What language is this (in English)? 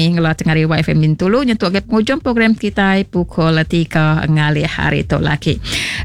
Iban